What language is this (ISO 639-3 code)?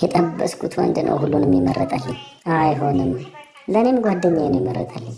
amh